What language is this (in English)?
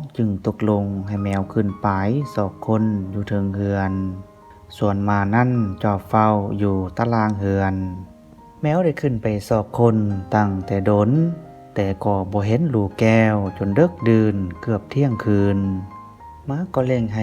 Lao